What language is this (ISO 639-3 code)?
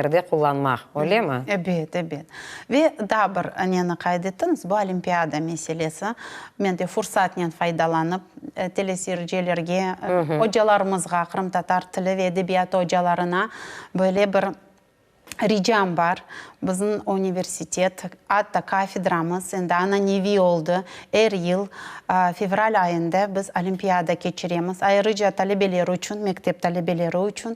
crh